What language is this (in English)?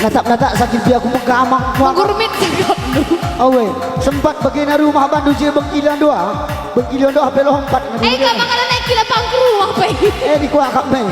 Batak Karo